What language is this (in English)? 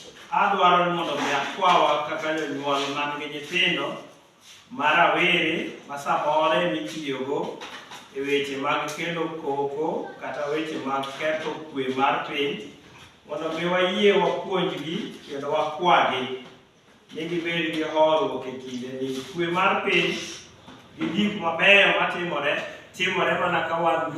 Luo (Kenya and Tanzania)